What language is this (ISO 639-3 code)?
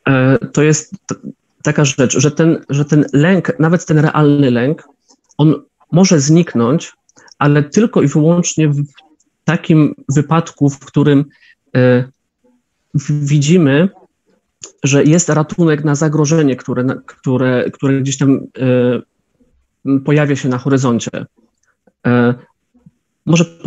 pol